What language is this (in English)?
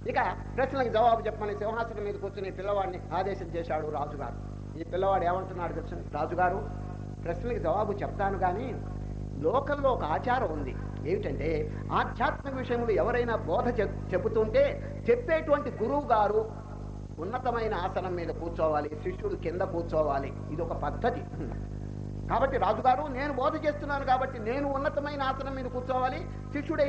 Telugu